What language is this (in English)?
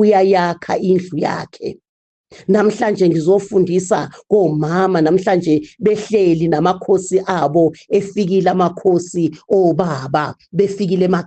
Zulu